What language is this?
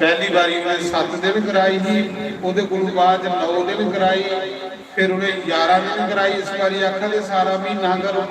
Dogri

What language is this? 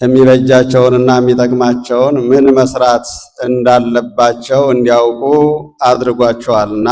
Amharic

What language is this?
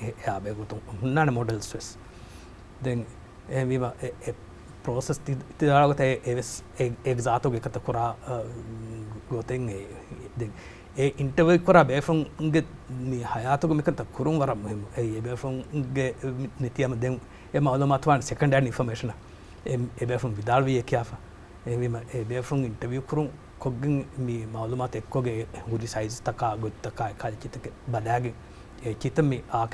Divehi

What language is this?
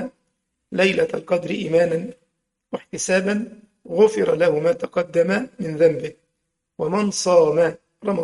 Arabic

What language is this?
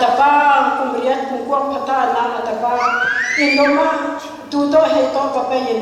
Tedim Chin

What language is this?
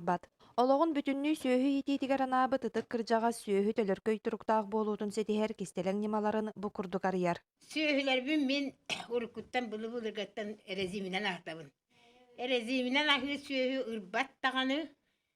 Yakut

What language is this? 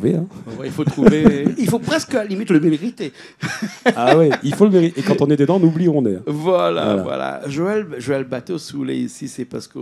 Réunion Creole French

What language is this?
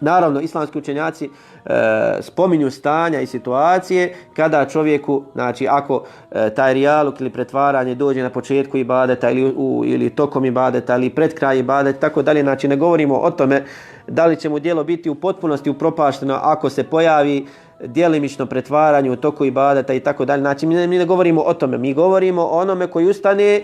Bosnian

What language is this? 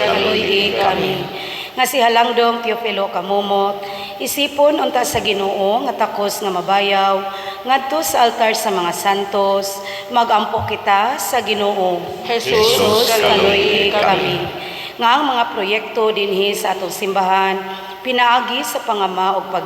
Cebuano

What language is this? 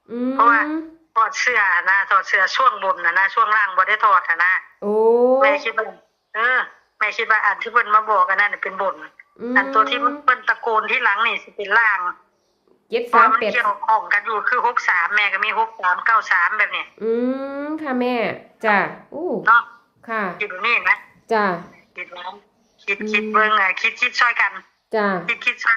Northeastern Thai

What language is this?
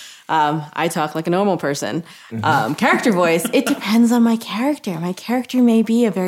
English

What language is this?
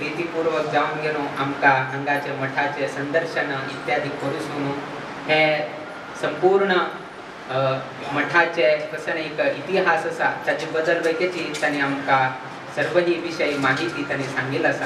Konkani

